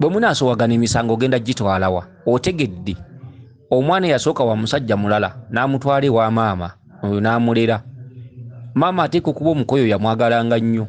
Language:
Ganda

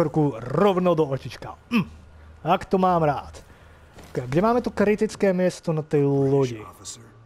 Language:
Slovak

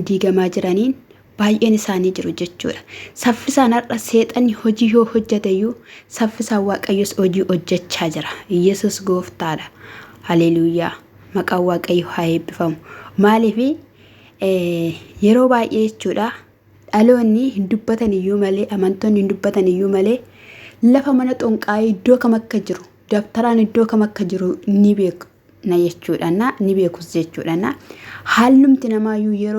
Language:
Oromo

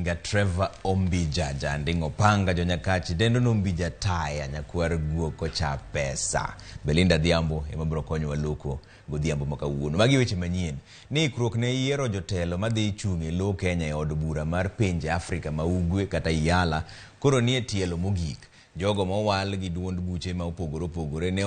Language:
Luo (Kenya and Tanzania)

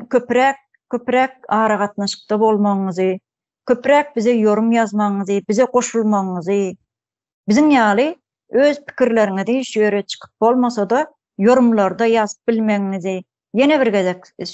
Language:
Turkmen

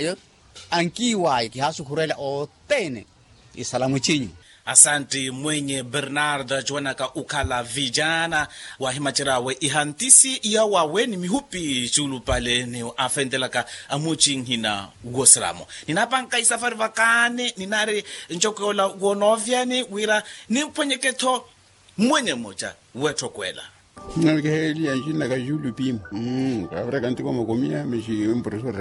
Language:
Makhuwa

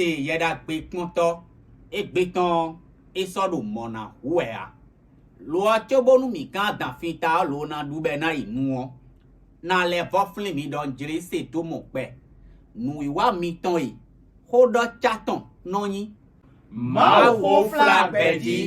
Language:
Fon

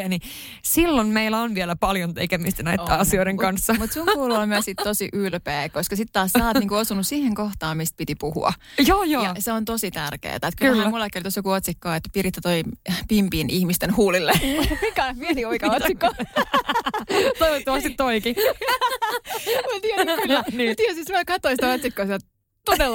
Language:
Finnish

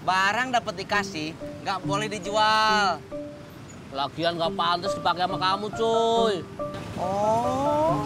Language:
Betawi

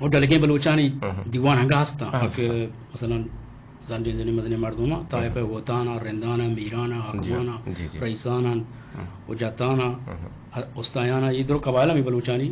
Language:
Eastern Balochi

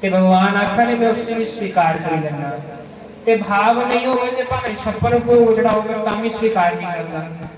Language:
Dogri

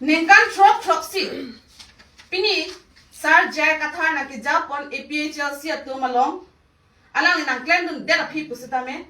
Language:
Karbi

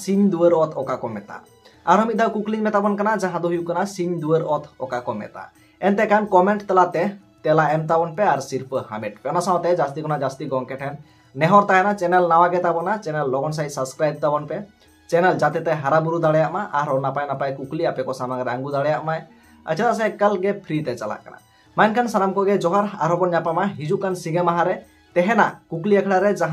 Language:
Santali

